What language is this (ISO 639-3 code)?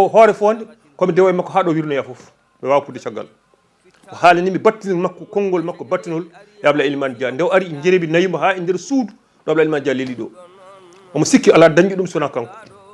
ful